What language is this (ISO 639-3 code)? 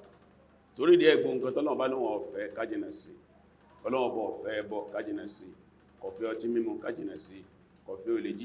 yor